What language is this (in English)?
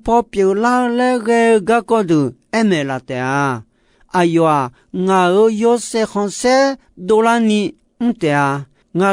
Akha